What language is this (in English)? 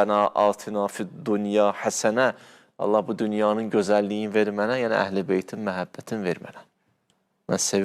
Azerbaijani